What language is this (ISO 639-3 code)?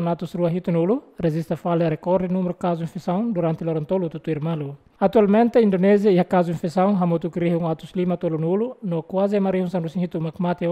tet